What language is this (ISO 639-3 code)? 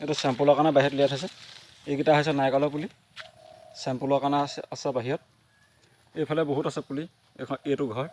asm